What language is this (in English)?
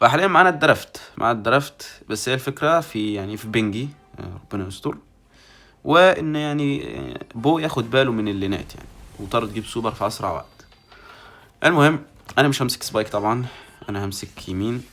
Egyptian Arabic